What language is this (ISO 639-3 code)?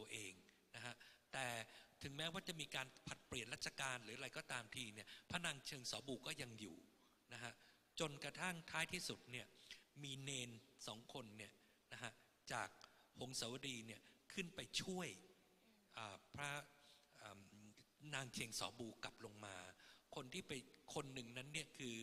tha